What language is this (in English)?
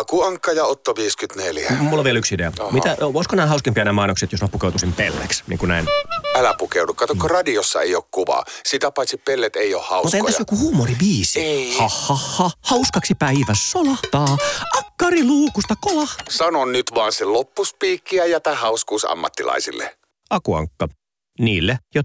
Finnish